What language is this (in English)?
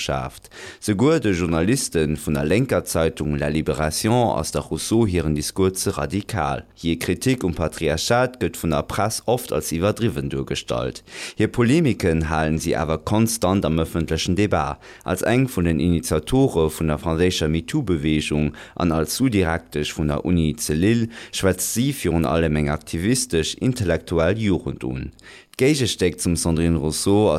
Luxembourgish